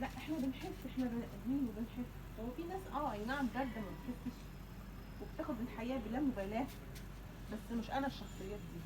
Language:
Egyptian Arabic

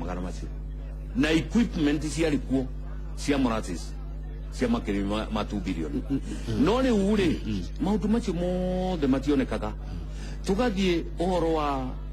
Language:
Kikuyu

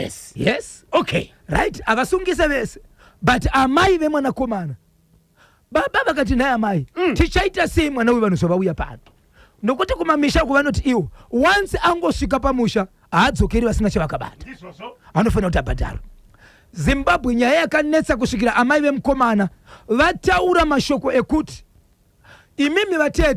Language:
Shona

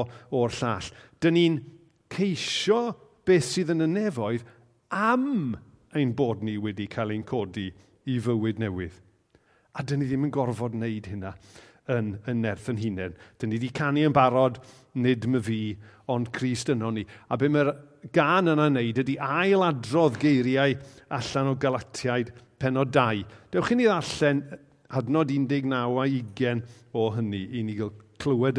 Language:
Welsh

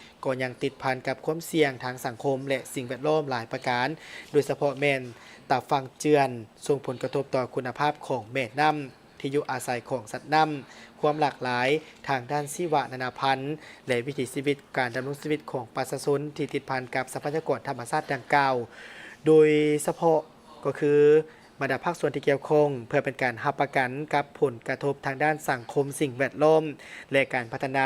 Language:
Lao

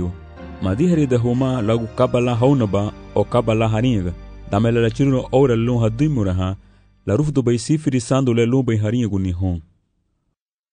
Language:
Garifuna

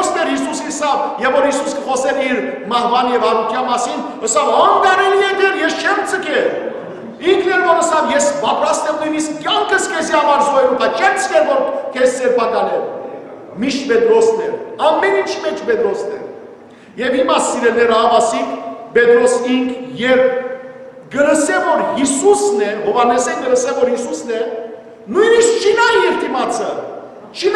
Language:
Western Armenian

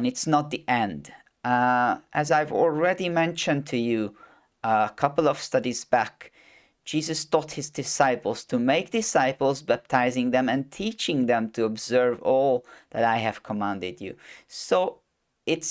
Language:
English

